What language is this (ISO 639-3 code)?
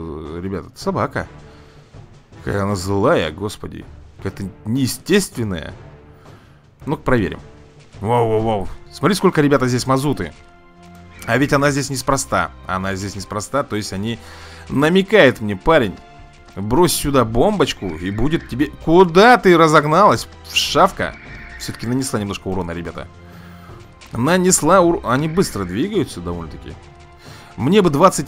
rus